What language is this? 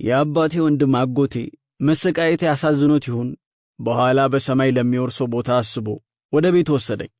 Amharic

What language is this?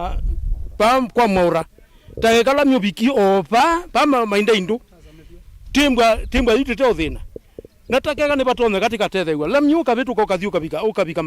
Kamba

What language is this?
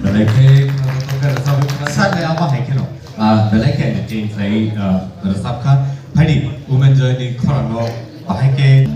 Kok Borok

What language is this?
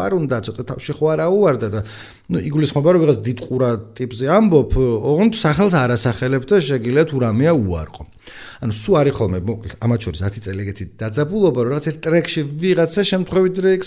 Georgian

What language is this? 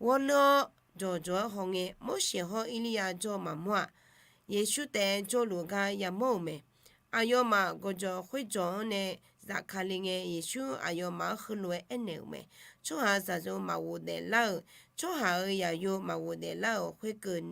Akha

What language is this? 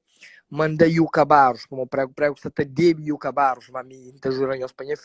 Kabuverdianu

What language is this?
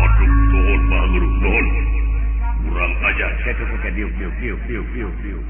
Sundanese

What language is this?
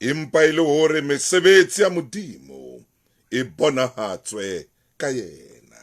Southern Sotho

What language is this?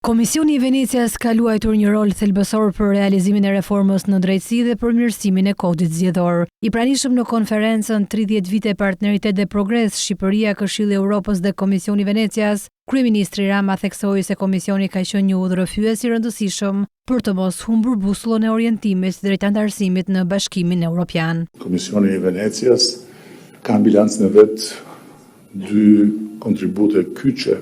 Albanian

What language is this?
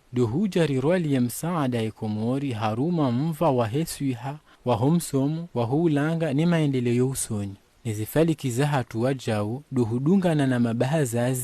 Ngazidja Comorian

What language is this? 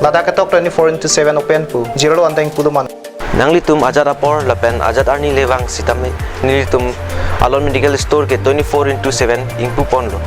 Karbi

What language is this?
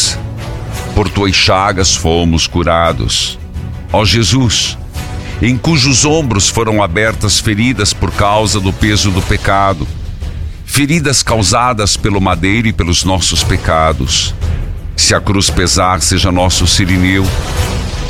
Portuguese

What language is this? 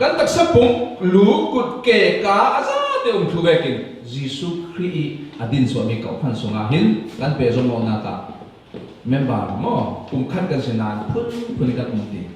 Falam Chin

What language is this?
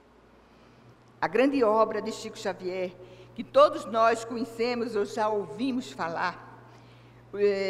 Portuguese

